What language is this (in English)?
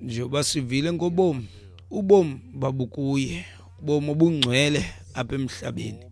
Xhosa